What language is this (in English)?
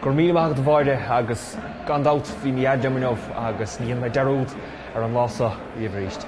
Irish